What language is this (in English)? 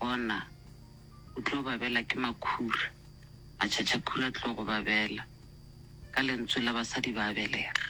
Northern Sotho